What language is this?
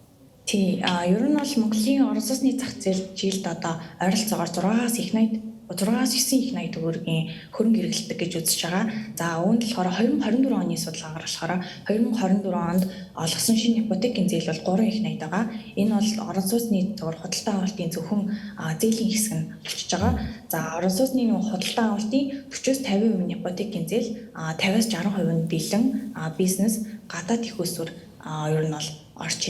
Mongolian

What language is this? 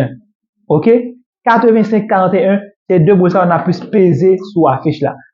Haitian Creole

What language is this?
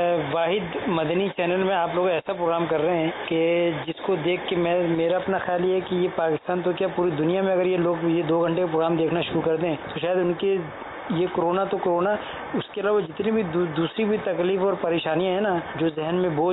Urdu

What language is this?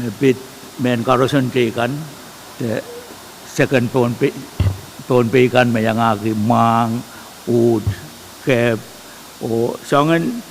Pohnpeian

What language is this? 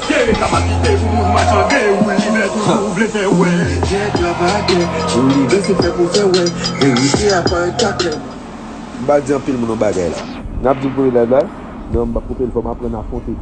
Haitian Creole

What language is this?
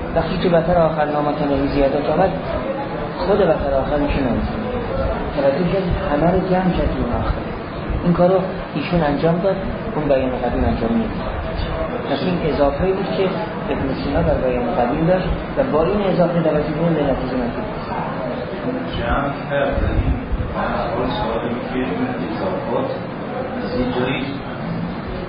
Persian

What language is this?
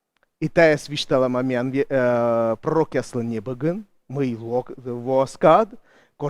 Komi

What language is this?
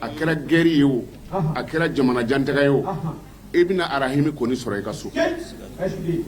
Bambara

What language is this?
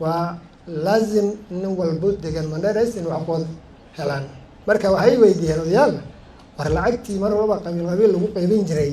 Somali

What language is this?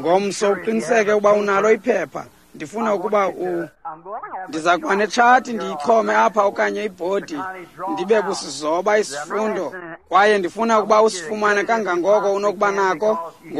Xhosa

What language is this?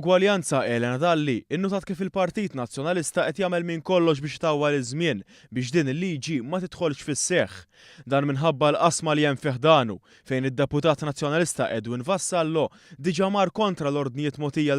Maltese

